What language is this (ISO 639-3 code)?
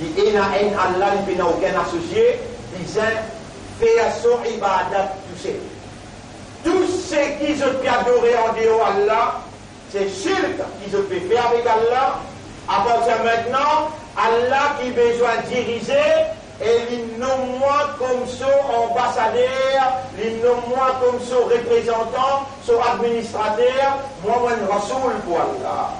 mfe